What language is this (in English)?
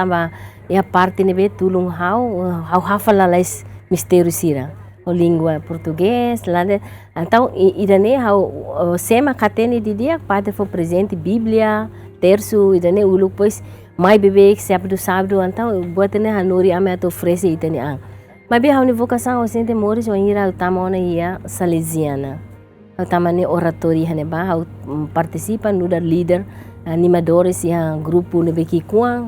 Tetum